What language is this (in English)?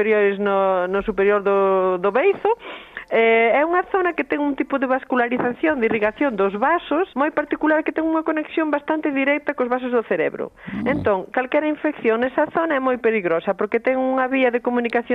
Galician